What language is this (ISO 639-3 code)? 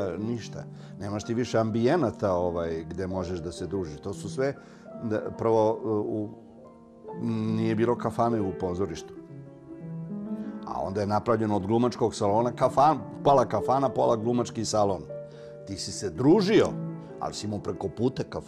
srp